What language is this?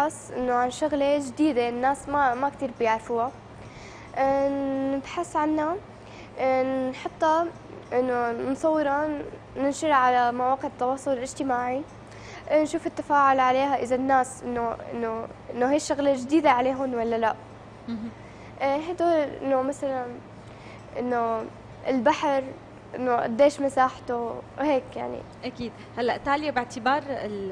North Levantine Arabic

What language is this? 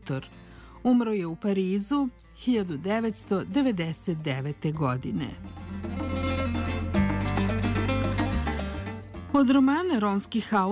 Serbian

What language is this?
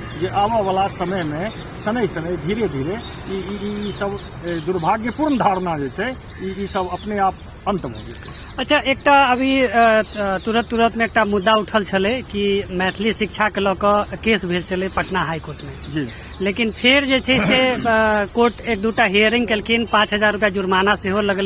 Maithili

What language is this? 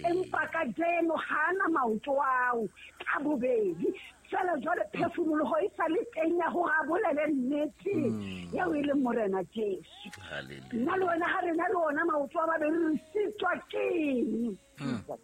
Southern Sotho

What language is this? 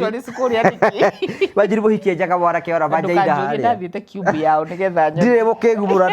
Kikuyu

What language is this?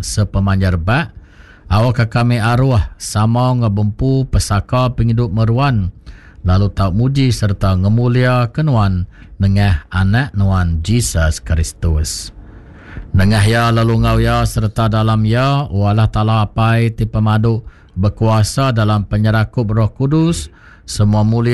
Iban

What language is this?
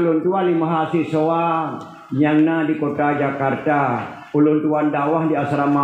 Achinese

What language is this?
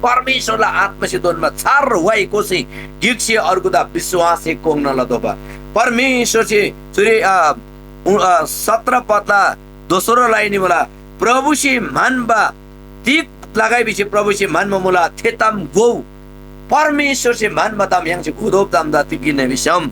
Eastern Tamang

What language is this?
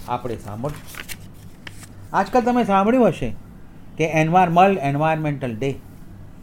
Gujarati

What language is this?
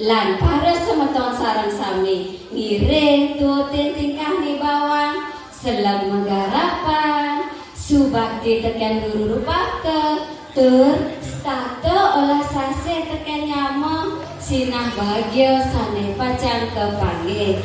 Balinese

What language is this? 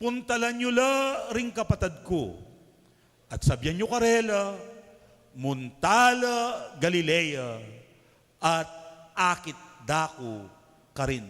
Pampanga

